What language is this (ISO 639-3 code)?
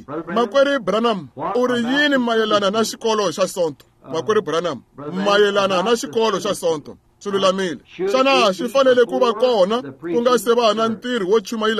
tso